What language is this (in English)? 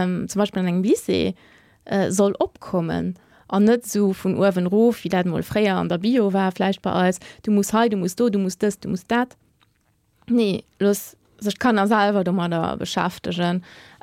Luxembourgish